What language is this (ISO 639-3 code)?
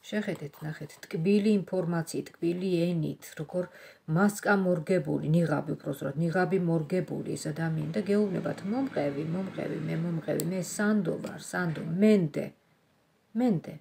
kat